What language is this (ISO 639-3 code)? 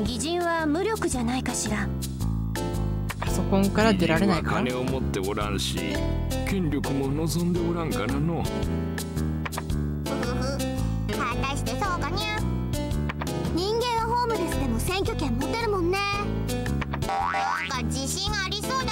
jpn